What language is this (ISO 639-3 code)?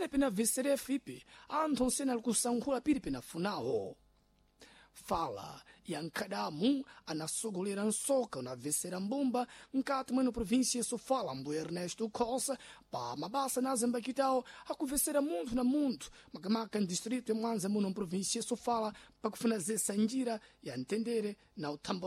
seh